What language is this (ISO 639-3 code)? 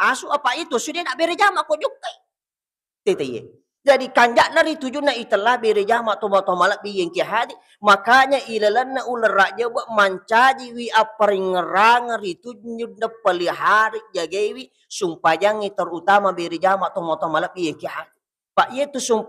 bug